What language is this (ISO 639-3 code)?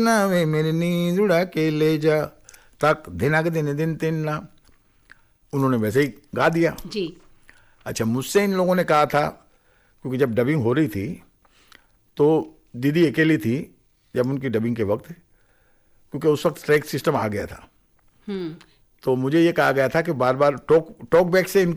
hin